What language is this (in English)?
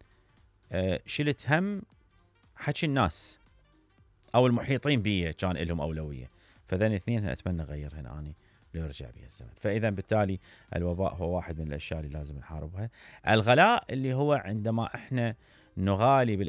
Mesopotamian Arabic